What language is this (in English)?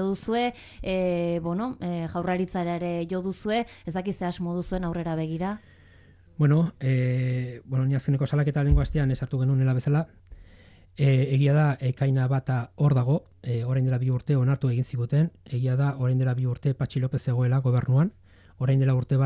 Basque